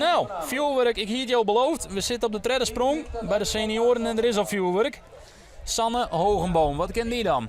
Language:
Western Frisian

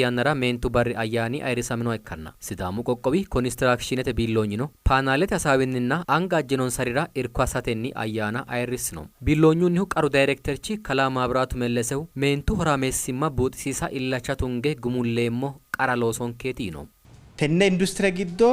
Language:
Sidamo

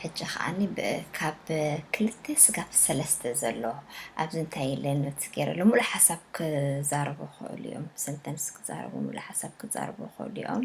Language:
Tigrinya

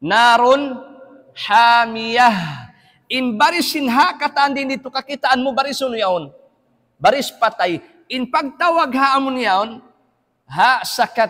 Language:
Tausug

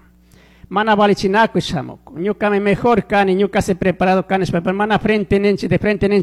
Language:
Chimborazo Highland Quichua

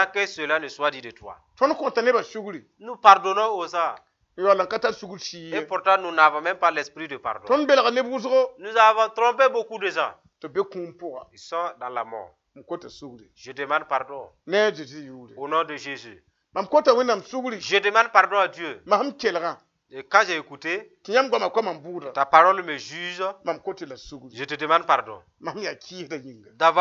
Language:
Mossi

